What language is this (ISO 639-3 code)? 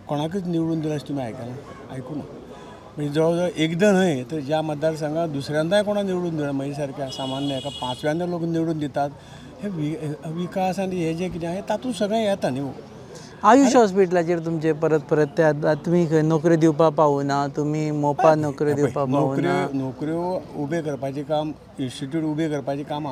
kok